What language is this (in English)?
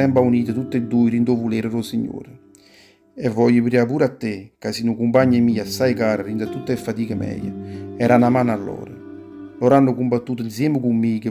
Neapolitan